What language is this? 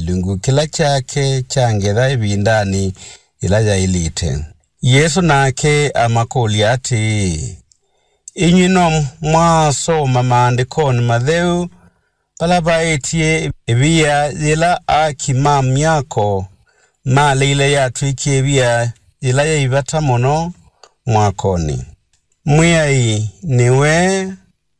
Kamba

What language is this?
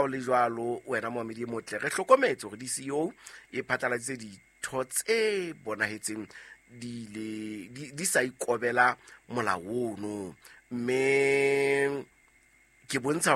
Southern Sotho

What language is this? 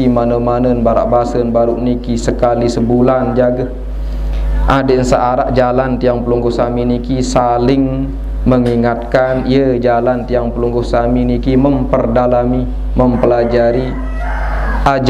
Sasak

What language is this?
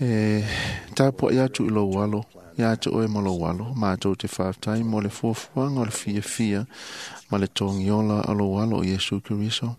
Samoan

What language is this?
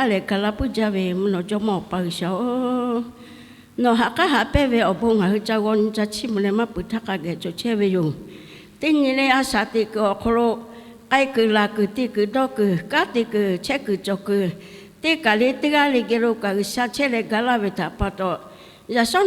Lahu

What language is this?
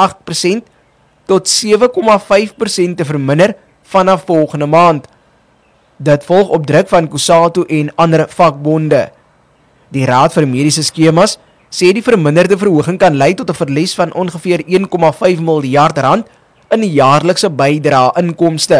Afrikaans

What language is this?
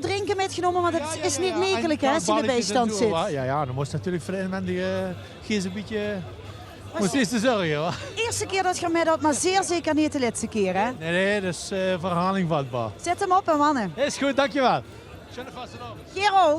Limburgish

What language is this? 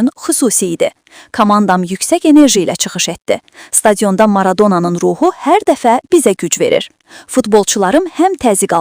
Azerbaijani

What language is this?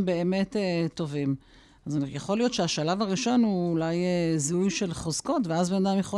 Hebrew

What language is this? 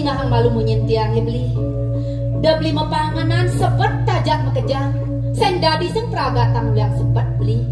Balinese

